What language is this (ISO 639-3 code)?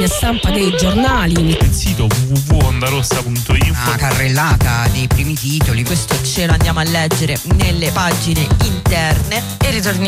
ita